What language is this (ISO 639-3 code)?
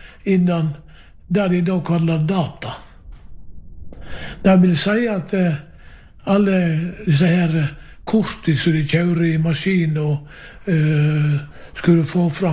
nor